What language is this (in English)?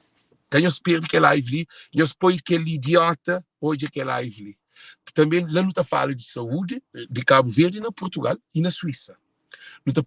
Kabuverdianu